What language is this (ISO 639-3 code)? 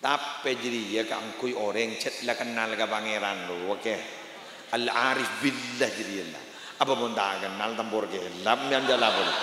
mad